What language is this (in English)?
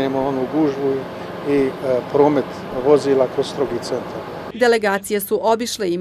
Bosnian